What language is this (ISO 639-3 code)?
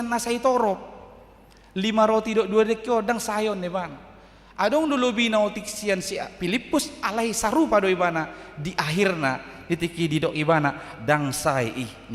bbc